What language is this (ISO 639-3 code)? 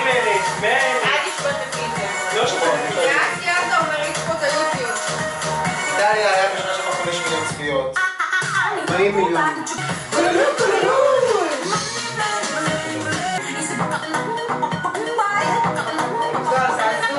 heb